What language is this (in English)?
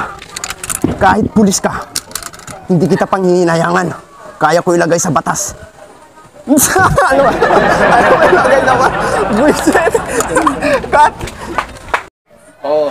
Filipino